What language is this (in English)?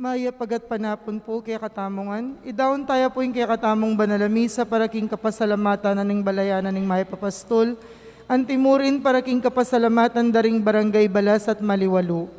Pampanga